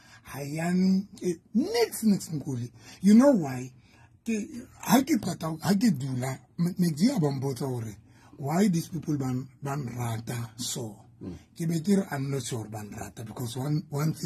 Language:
Southern Sotho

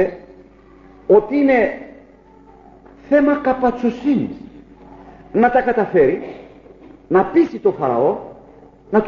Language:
Greek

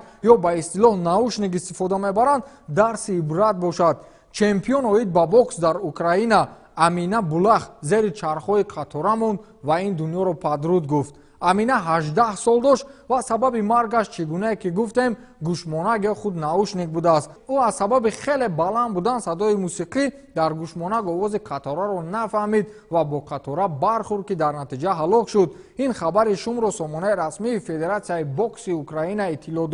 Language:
Tajik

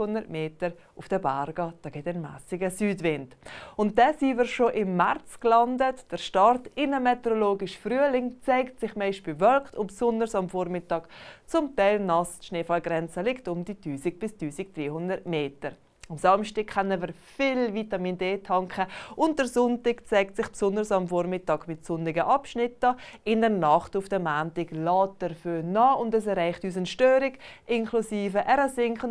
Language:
Swiss German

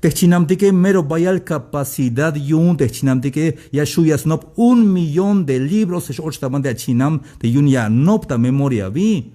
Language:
Tzeltal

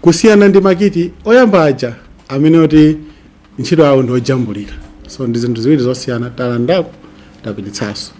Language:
Nyanja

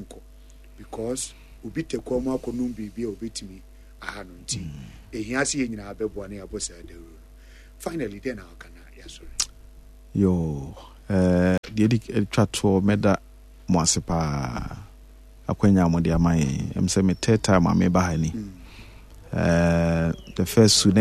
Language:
Akan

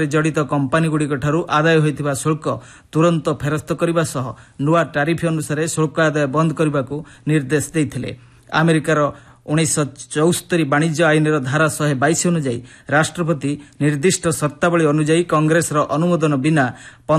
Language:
Odia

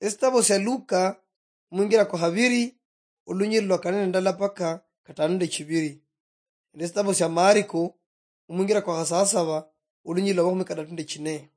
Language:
Luyia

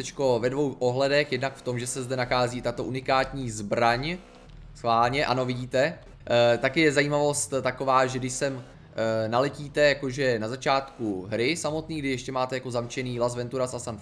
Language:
Czech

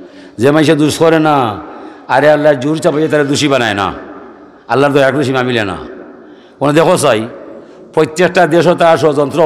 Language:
Sylheti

